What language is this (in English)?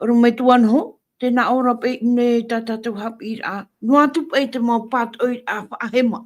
Tahitian